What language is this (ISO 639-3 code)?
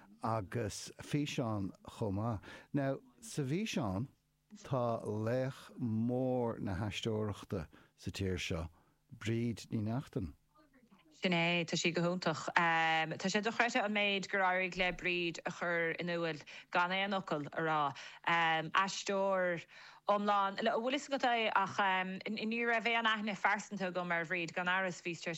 gle